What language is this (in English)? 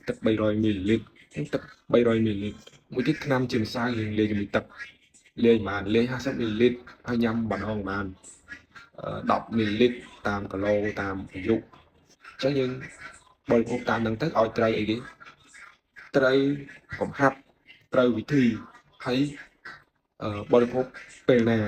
Khmer